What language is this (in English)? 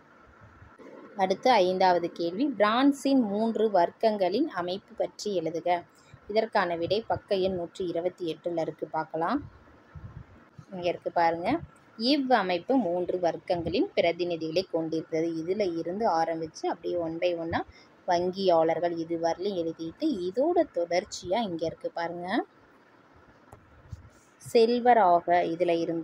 Tamil